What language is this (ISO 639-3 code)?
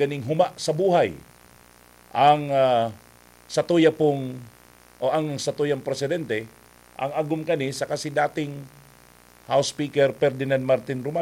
bik